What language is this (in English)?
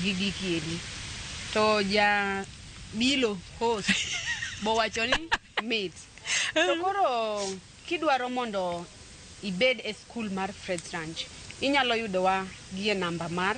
Luo (Kenya and Tanzania)